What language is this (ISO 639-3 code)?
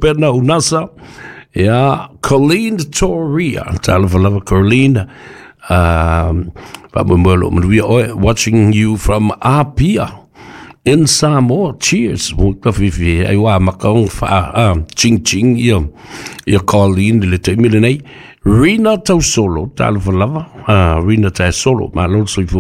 smo